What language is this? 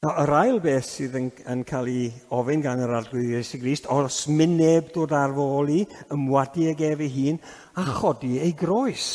Welsh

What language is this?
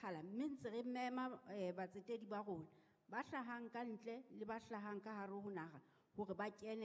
Southern Sotho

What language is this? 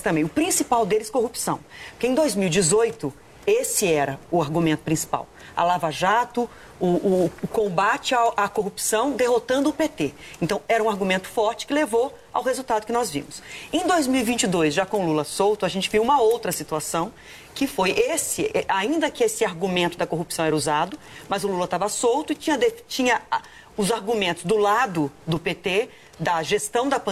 Portuguese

